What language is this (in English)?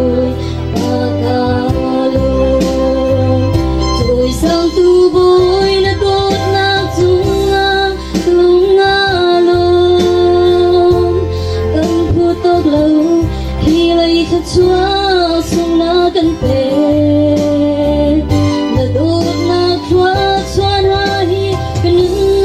Hakha Chin